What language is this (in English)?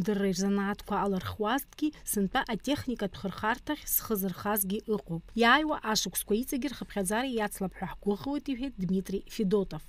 Abkhazian